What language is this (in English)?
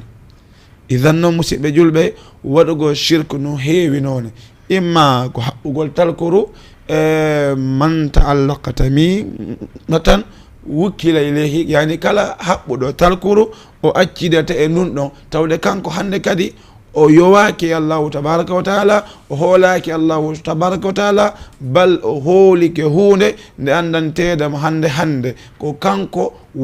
Fula